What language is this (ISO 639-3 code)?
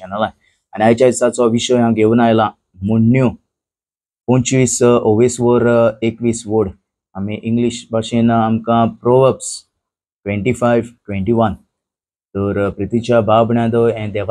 kok